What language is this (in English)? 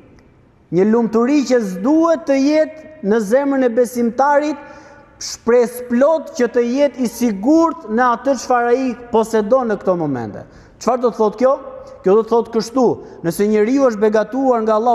Albanian